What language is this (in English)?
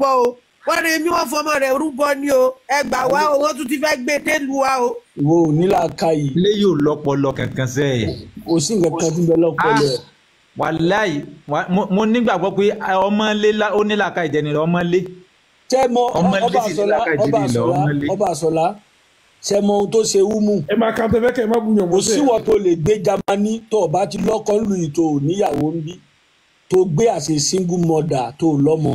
Yoruba